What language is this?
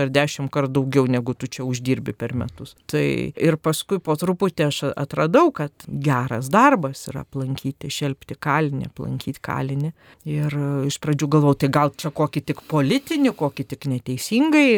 Lithuanian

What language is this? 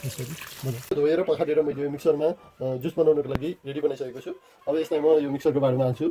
Nepali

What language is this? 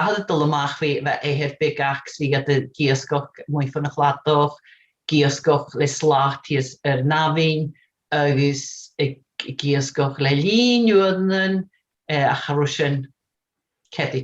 Scottish Gaelic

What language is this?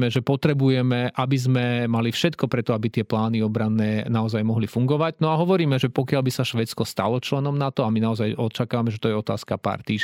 Slovak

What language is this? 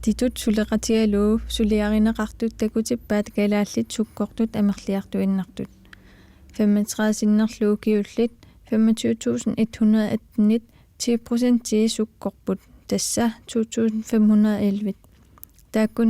Kalaallisut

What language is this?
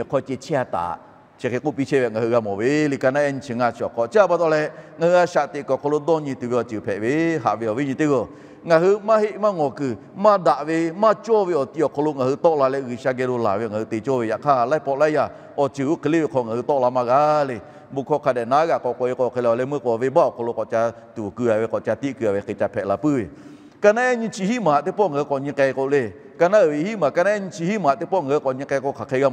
Lahu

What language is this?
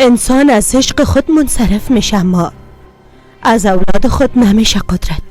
Persian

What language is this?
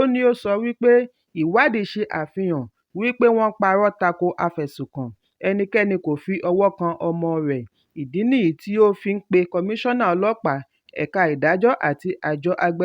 Yoruba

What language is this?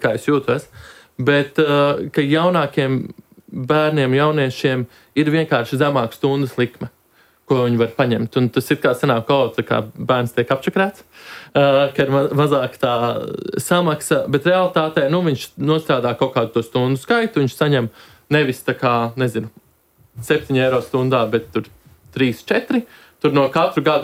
Latvian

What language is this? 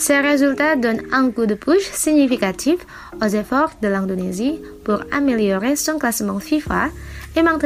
French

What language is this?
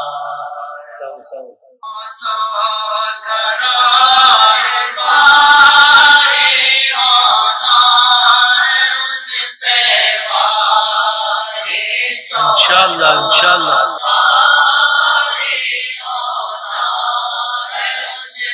Urdu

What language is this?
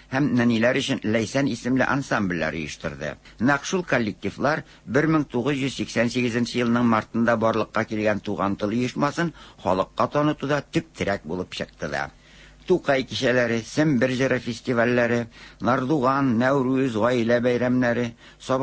Tatar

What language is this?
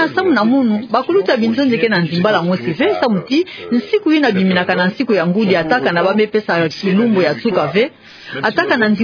Kituba (Democratic Republic of Congo)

